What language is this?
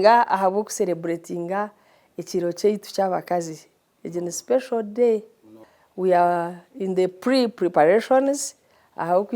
Nyankole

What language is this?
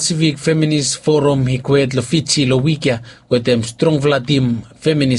Bislama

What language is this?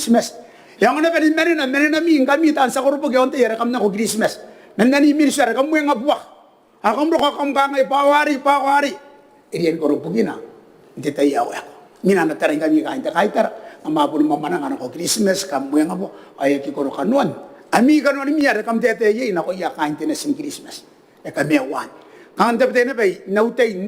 Gilbertese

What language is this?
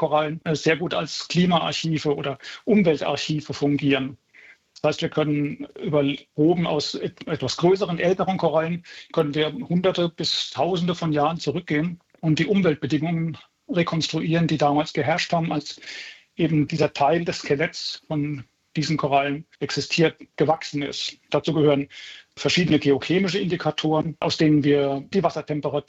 German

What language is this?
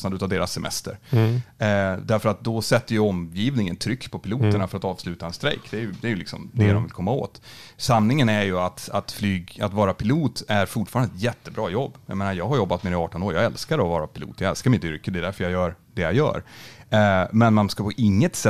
Swedish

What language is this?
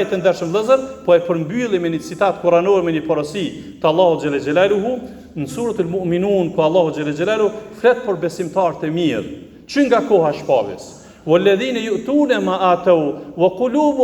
Albanian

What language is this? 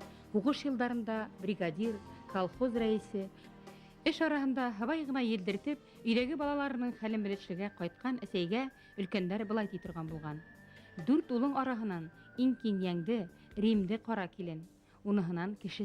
Bashkir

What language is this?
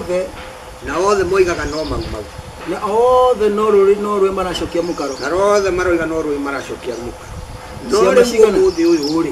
Kikuyu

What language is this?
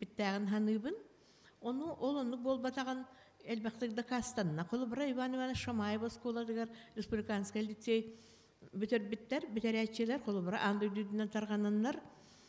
Yakut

